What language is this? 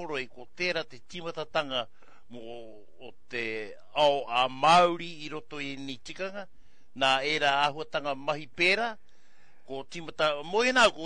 Māori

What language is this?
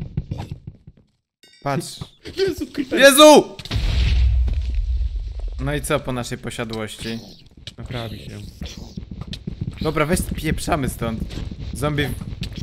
Polish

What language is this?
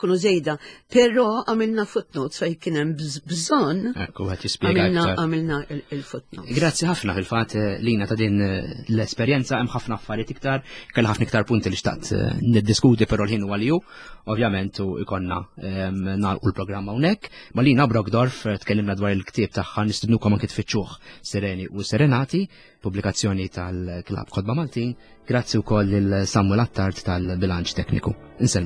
Maltese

